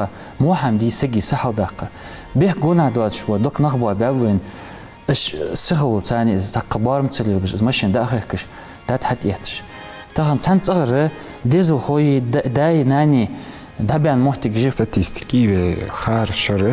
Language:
Ingush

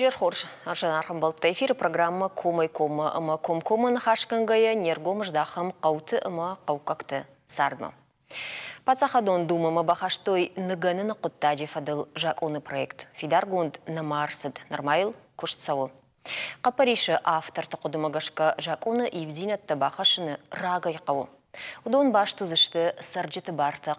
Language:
Ossetic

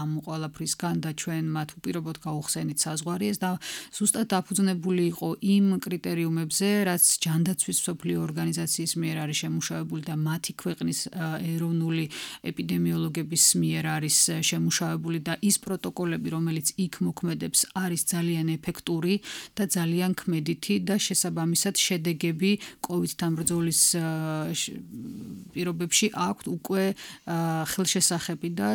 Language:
Georgian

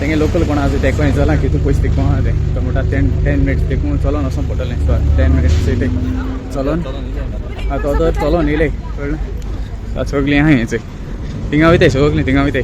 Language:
Konkani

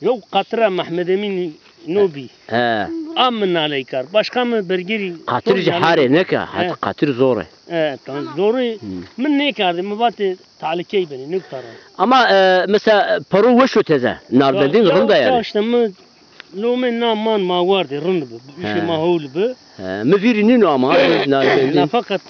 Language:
Zaza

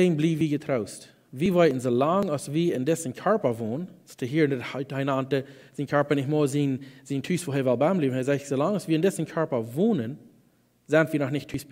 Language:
Plautdietsch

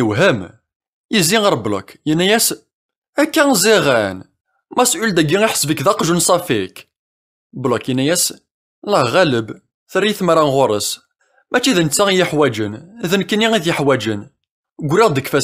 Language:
Kabyle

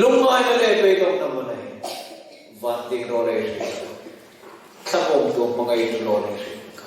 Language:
Hmar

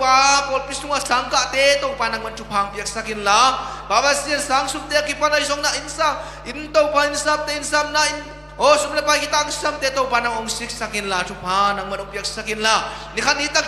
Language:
Tedim Chin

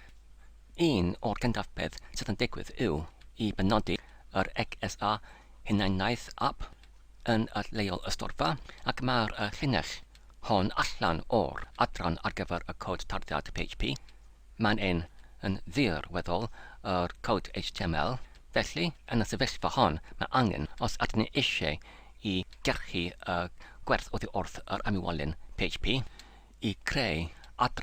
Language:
Welsh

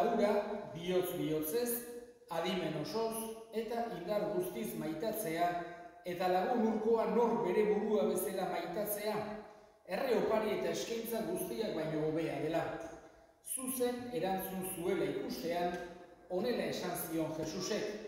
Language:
Basque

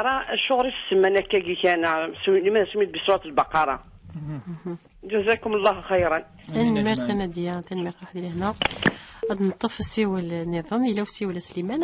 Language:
Kabyle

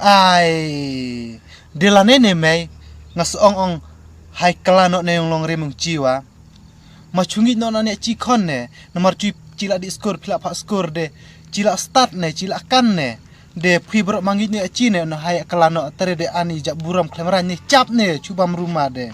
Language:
Khasi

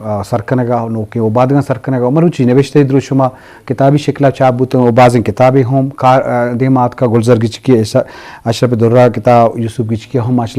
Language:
Eastern Balochi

